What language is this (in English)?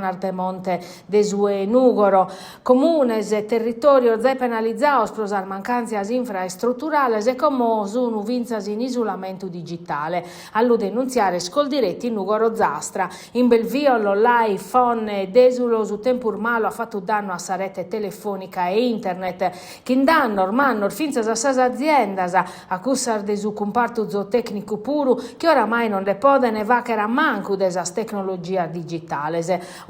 Sardinian